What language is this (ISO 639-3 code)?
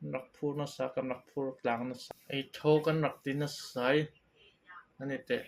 cfm